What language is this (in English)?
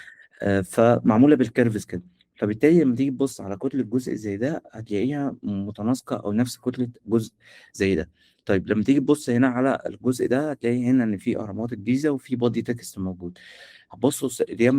Egyptian Arabic